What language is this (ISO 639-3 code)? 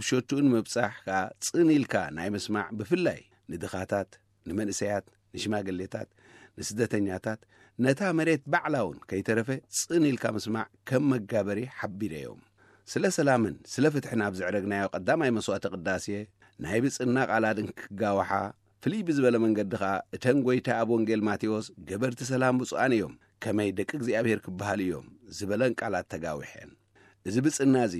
tir